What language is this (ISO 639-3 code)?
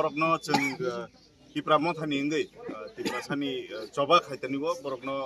trp